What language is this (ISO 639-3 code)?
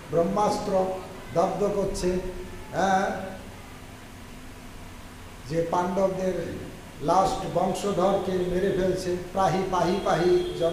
ben